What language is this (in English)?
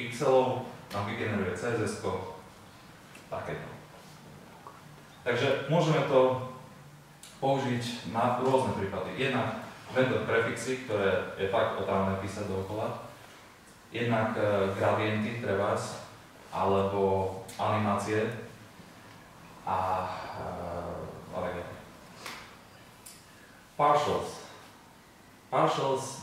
Slovak